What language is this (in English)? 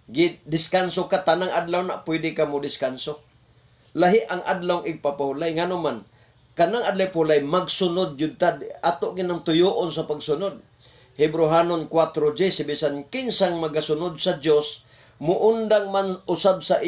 Cebuano